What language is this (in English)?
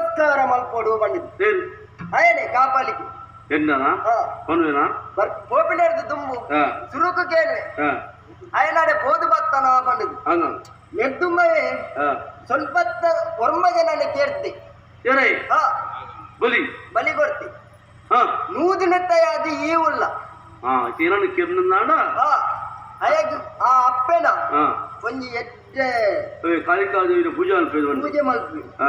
Tulu